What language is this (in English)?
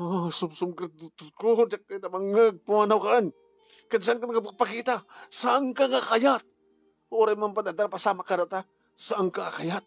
Iloko